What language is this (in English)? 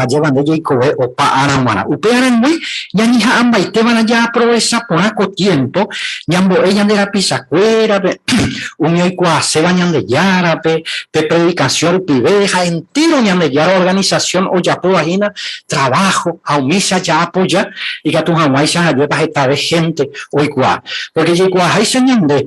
Guarani